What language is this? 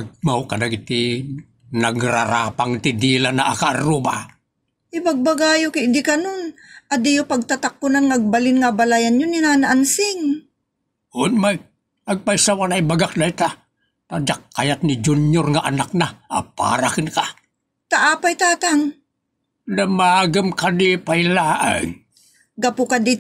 Iloko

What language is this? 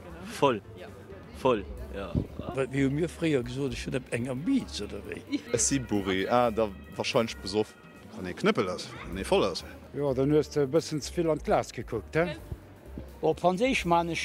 Luxembourgish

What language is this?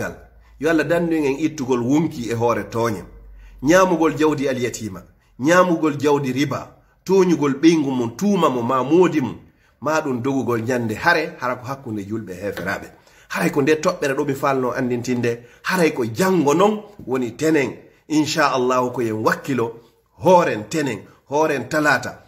Fula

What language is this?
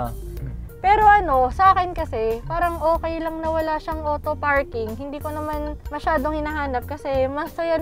Filipino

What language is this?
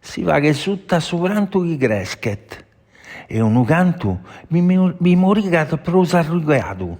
Sardinian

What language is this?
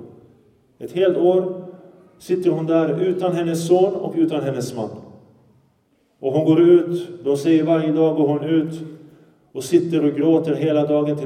Swedish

